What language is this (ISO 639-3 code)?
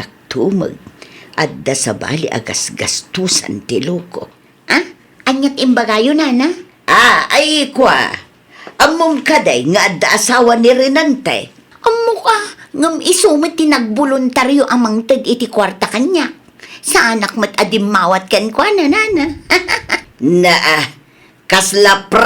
ilo